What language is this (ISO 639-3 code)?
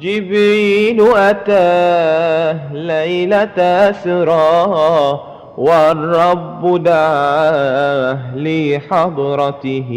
mad